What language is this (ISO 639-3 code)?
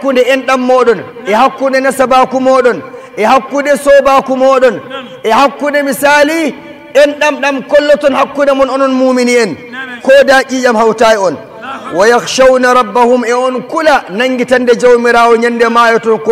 fuv